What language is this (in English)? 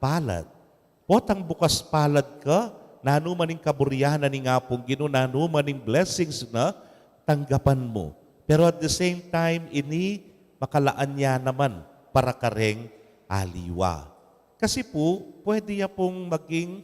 Pampanga